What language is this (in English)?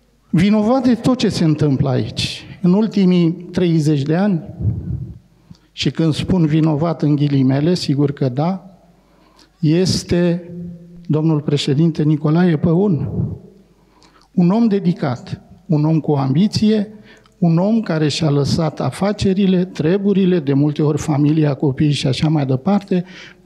Romanian